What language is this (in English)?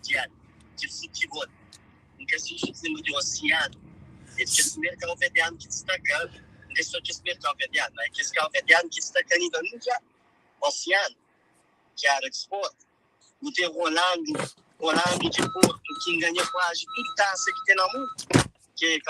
Kabuverdianu